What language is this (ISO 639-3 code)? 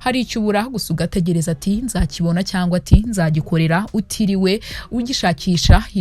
kin